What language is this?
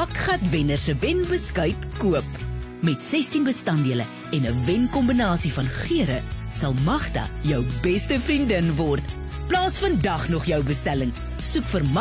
Afrikaans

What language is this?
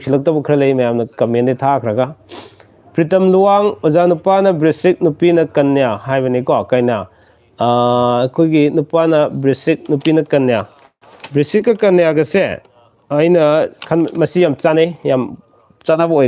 Manipuri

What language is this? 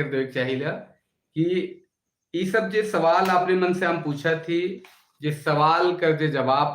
Sadri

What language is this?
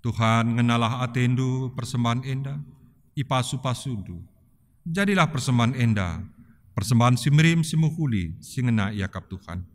Batak Karo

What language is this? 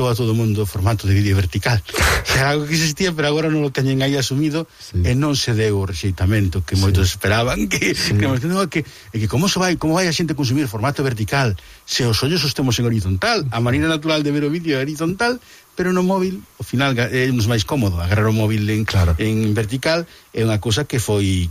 Galician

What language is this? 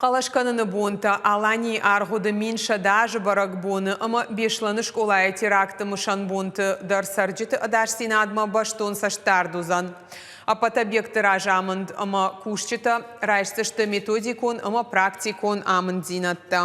Ossetic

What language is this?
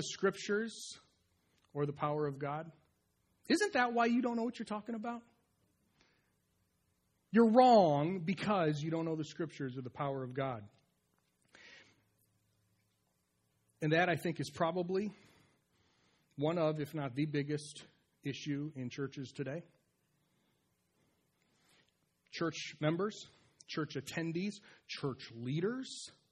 English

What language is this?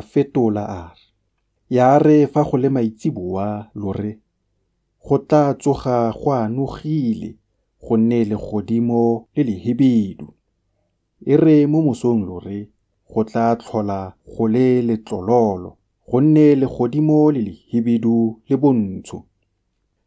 Tswana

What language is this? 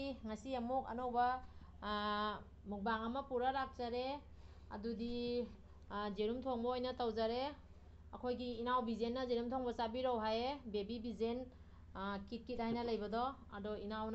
Manipuri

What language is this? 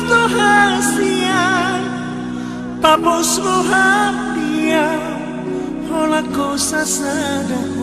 Batak Toba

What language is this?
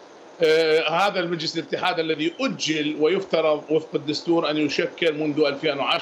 Mesopotamian Arabic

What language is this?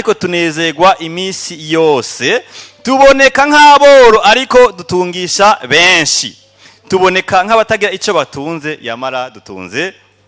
Rundi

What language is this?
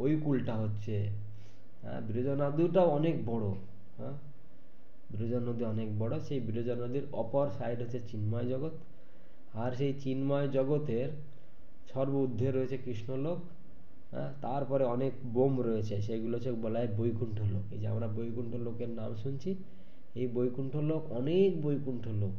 Bangla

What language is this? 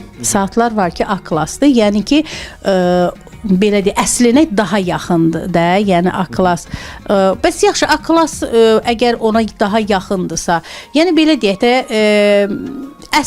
Azerbaijani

